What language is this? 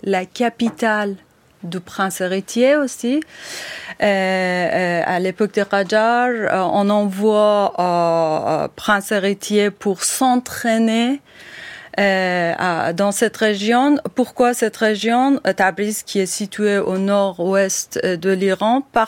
French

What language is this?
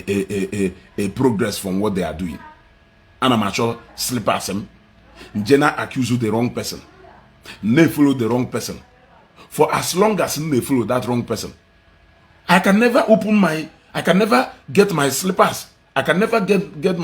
Igbo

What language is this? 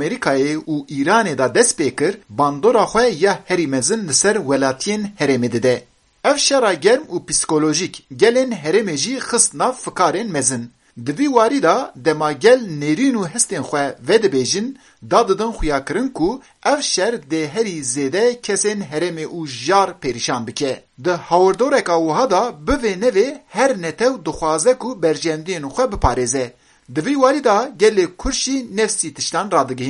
Kurdish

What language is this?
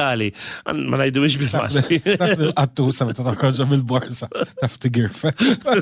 Maltese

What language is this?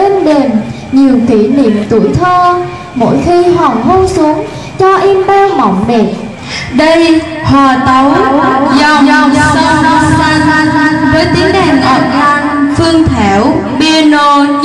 Vietnamese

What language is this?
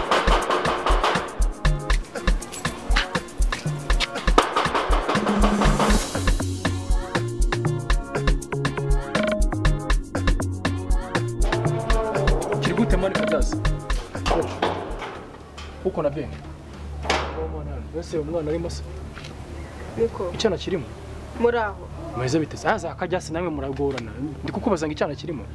Kinyarwanda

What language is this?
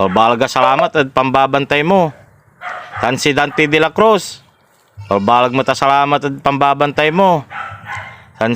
Pangasinan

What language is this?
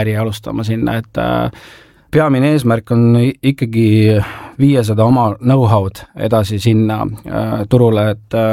Estonian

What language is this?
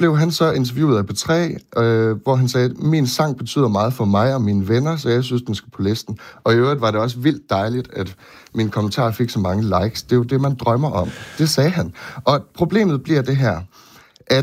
Danish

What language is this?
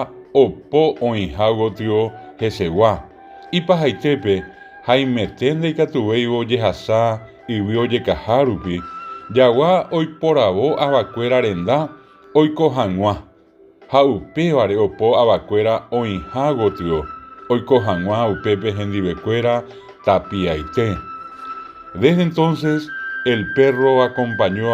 Guarani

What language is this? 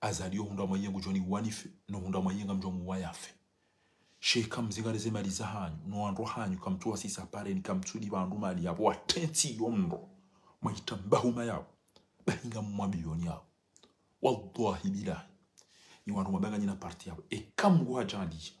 Ngazidja Comorian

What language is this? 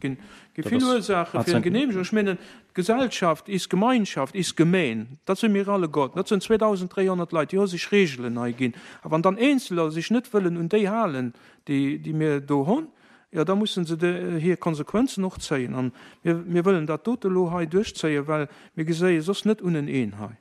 Luxembourgish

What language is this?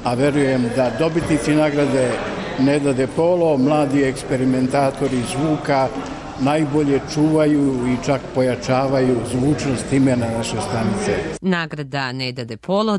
Serbian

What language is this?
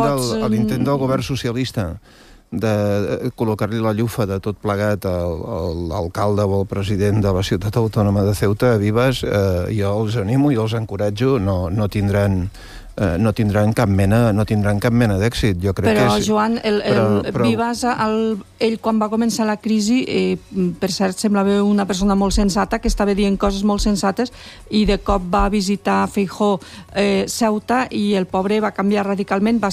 Catalan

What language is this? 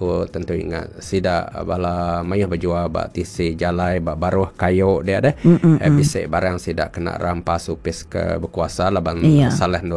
Iban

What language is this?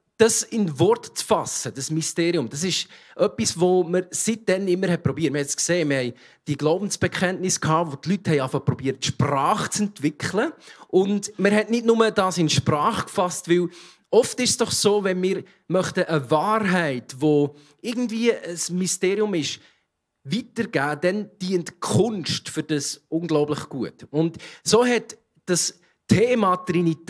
Swiss German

